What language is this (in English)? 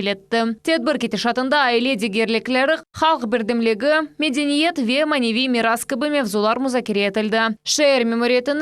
Crimean Tatar